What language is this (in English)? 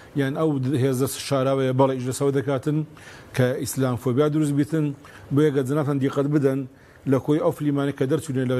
Central Kurdish